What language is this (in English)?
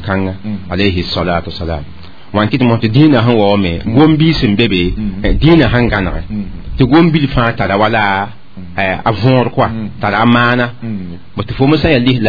Mossi